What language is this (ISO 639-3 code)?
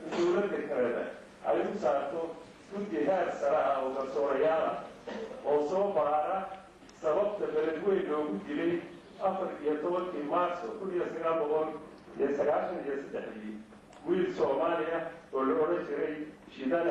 som